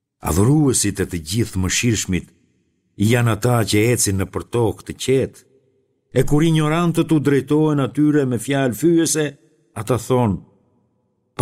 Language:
Albanian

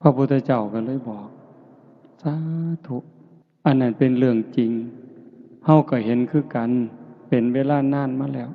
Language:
Northeastern Thai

